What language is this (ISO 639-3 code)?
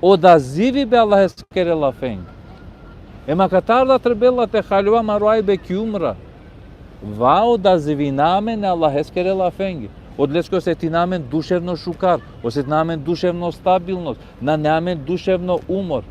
rmn